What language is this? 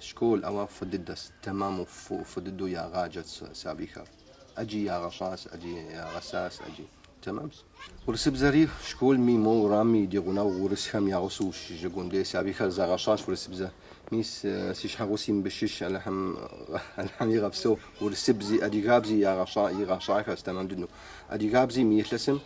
Kabardian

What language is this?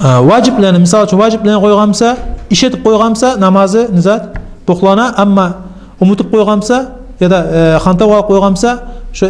Kumyk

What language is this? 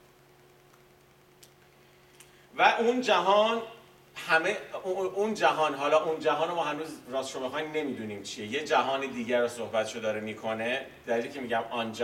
Persian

